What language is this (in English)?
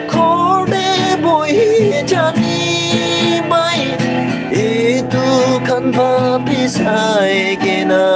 Naga Pidgin